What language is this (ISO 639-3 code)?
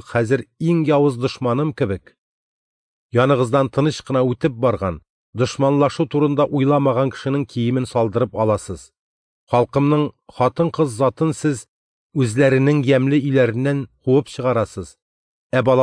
tat